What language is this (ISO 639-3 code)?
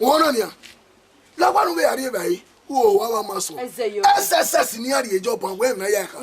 bin